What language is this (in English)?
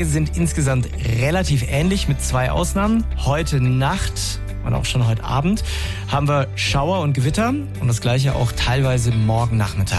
German